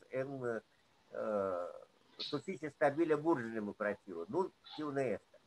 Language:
Esperanto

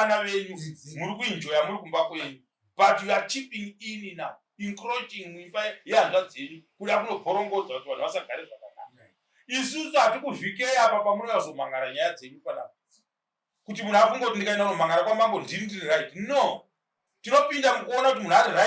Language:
Shona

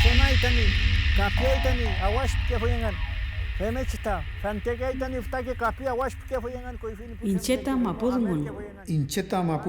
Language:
Mapuche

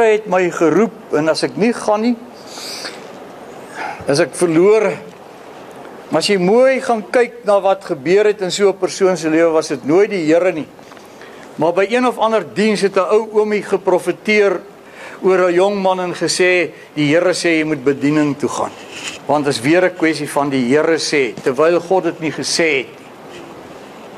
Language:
Afrikaans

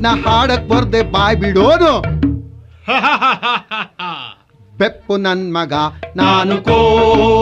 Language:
Kannada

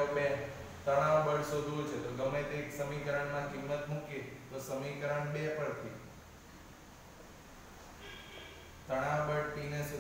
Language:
Gujarati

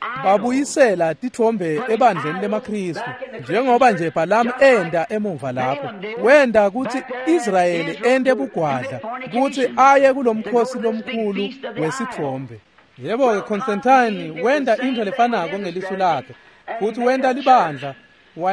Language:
Swati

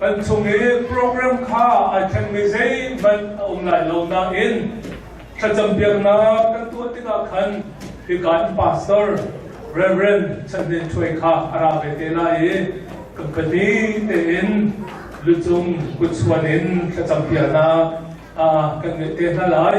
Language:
Hakha Chin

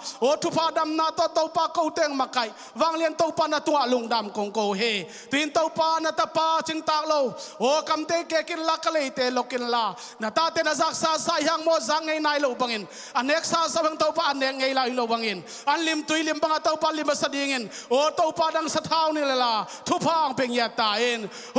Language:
Tedim Chin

